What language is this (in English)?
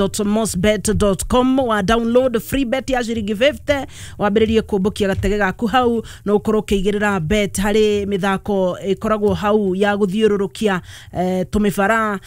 Kikuyu